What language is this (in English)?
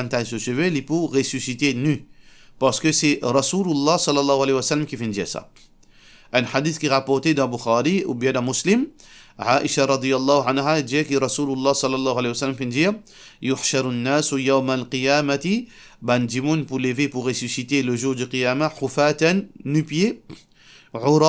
Morisyen